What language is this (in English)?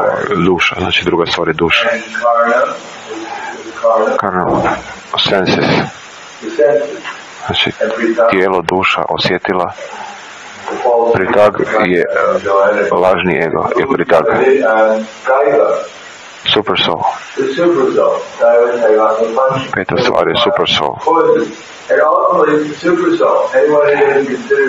Croatian